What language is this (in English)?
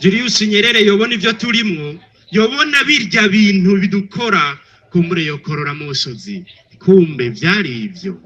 Rundi